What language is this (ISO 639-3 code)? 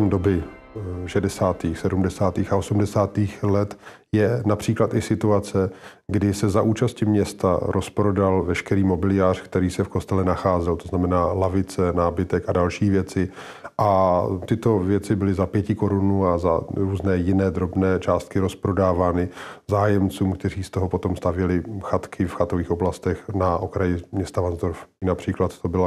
ces